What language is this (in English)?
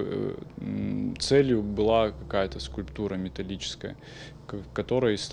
Ossetic